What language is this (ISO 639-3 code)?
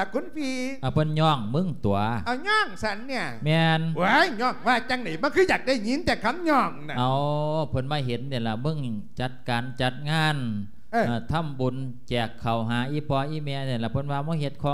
lao